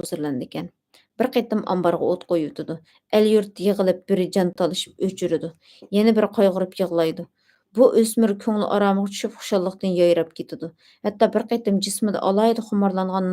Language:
Uyghur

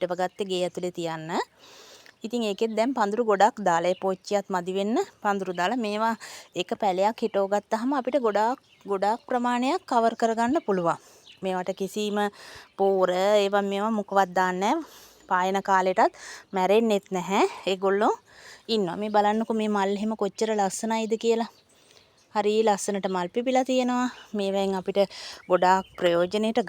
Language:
Sinhala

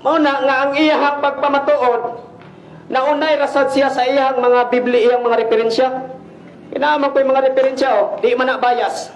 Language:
Cebuano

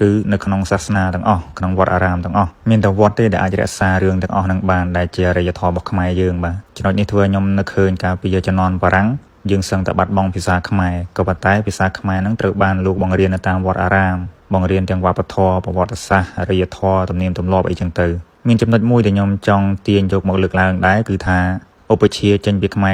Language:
Khmer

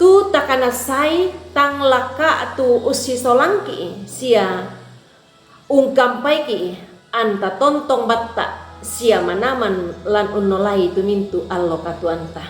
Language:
Toraja-Sa'dan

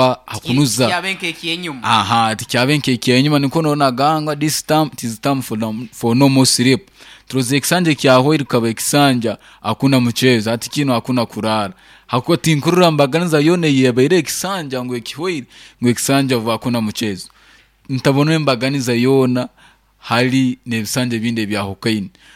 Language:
Nyankole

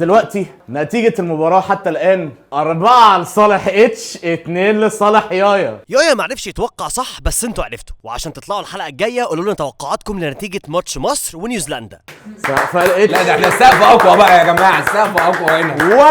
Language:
Egyptian Arabic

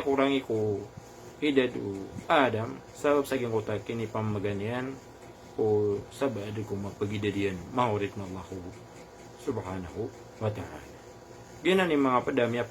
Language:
Maranao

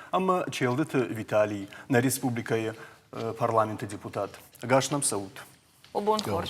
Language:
Ossetic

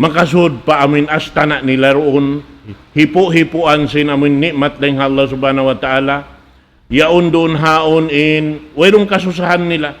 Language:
Tausug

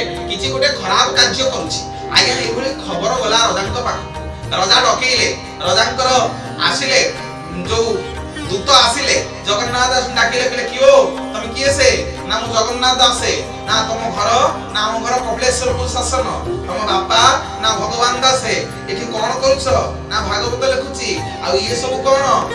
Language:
Odia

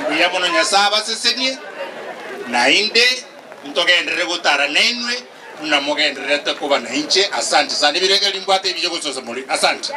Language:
Gusii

